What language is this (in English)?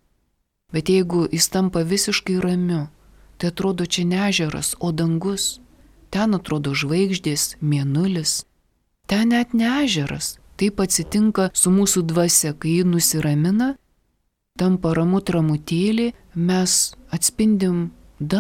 Lithuanian